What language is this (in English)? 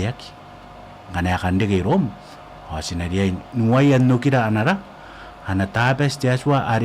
Gilbertese